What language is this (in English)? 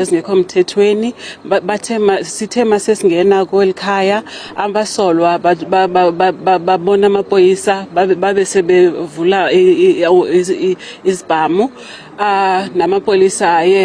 Zulu